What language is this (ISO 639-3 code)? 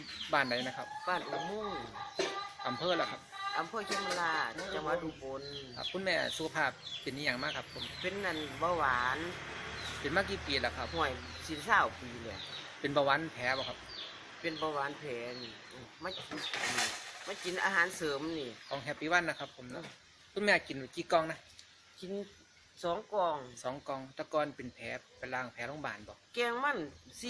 tts